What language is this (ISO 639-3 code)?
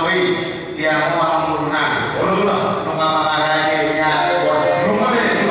bbc